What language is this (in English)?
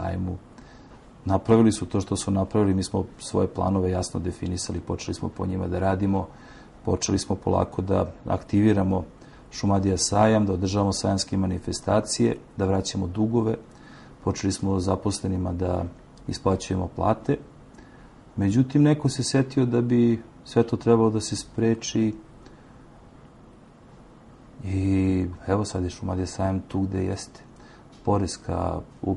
Serbian